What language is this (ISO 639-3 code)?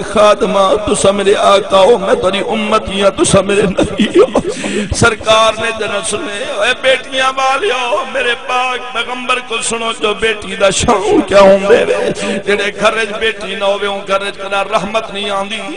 skr